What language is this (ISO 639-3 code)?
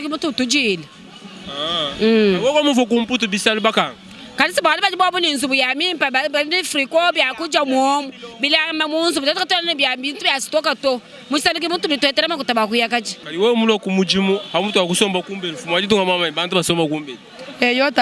lua